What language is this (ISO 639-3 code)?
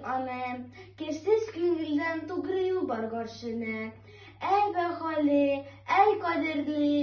tat